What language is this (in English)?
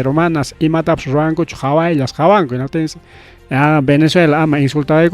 Ayacucho Quechua